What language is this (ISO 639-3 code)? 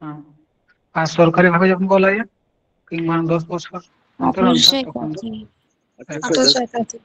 sat